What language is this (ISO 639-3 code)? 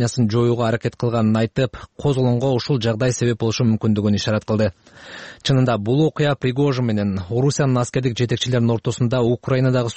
kir